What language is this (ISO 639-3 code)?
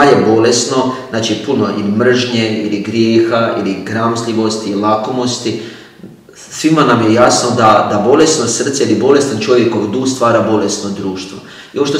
hrv